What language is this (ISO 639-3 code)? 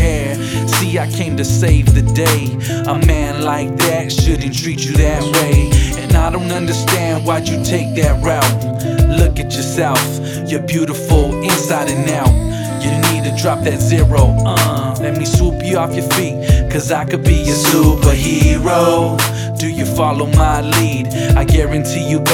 eng